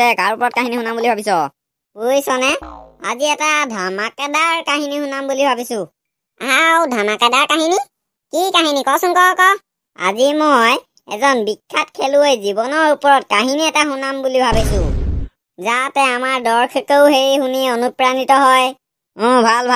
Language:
Assamese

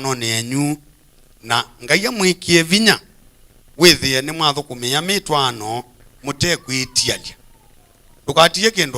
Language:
Kamba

